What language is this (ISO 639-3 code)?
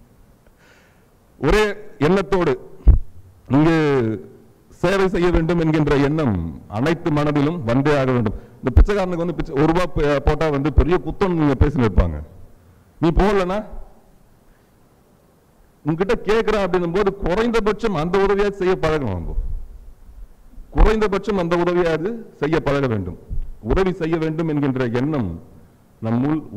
tam